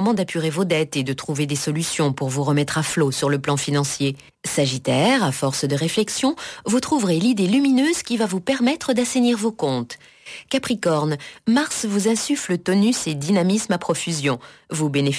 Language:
French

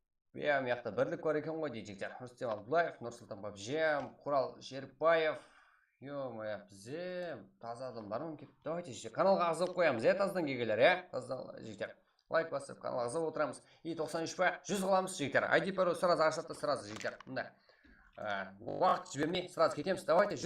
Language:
Kara-Kalpak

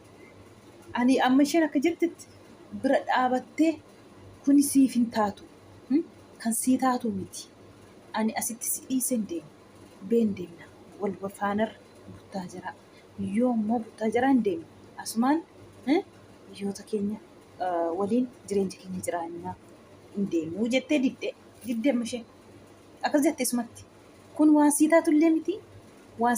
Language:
Oromo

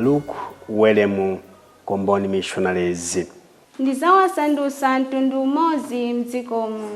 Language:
Nyanja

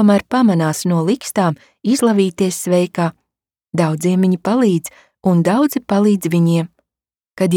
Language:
Latvian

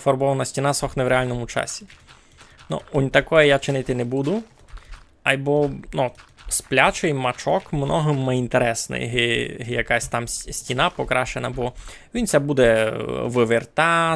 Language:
Rusyn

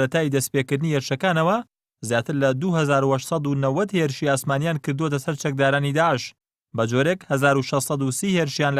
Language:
Central Kurdish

